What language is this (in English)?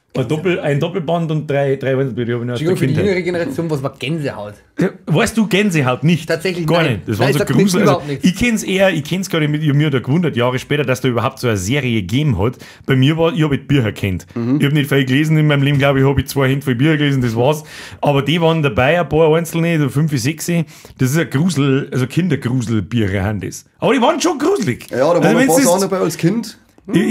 Bavarian